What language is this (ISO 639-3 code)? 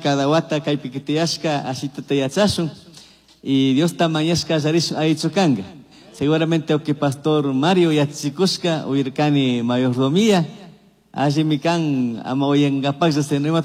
qug